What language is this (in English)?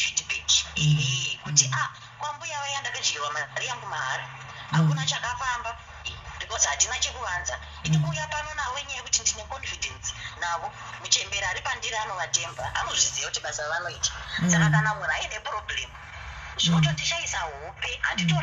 Shona